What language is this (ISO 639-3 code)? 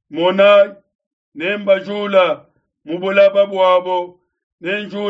lua